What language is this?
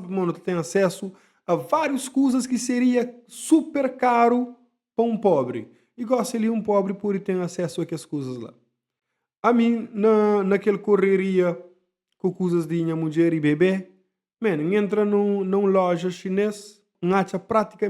Kabuverdianu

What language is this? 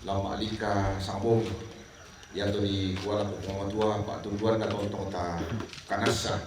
Toraja-Sa'dan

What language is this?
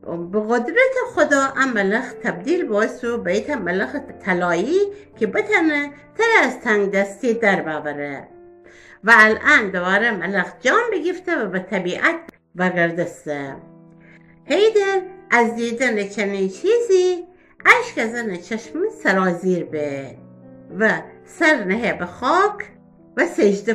Gilaki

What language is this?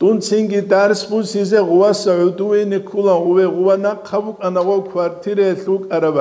Avaric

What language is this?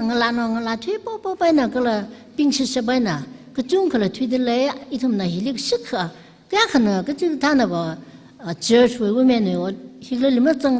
Tangkhul Naga (India)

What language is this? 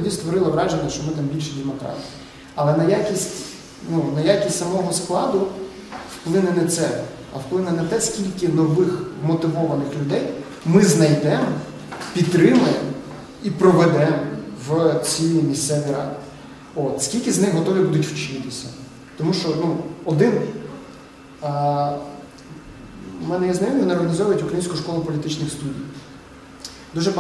Ukrainian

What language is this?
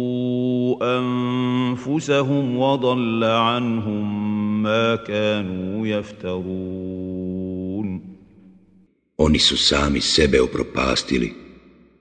Bosnian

